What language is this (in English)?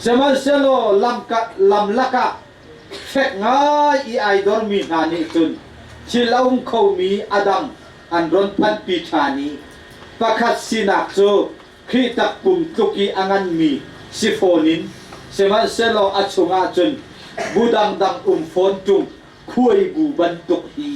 Hakha Chin